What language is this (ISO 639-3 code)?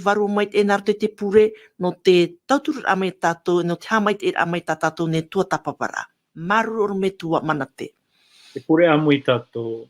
tah